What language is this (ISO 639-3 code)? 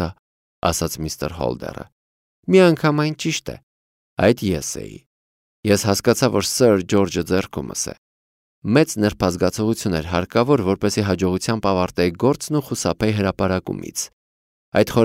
hye